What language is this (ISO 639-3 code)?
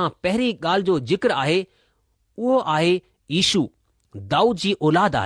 snd